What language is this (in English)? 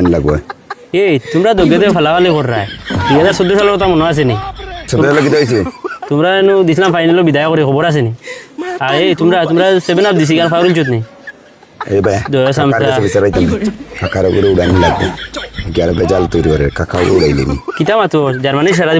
Sylheti